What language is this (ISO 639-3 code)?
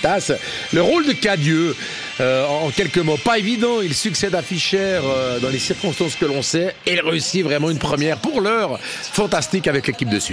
fra